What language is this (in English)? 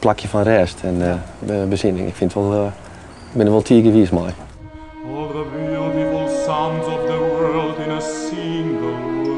Western Frisian